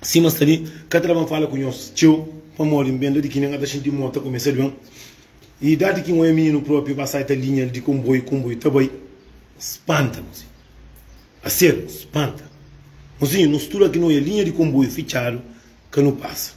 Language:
Kabuverdianu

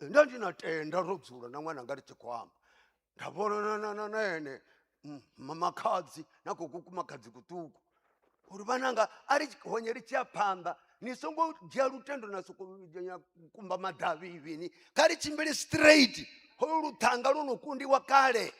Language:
Venda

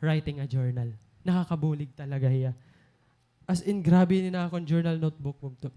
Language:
Waray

